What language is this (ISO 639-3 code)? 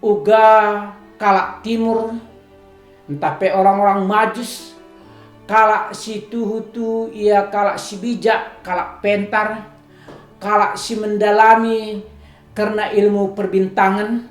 btx